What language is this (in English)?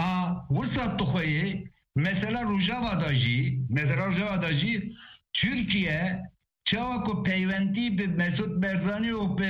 Kurdish